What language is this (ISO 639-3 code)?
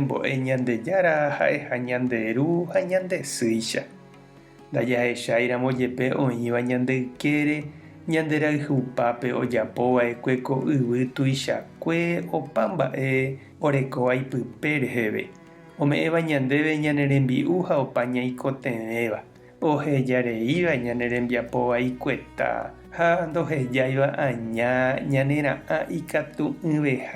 grn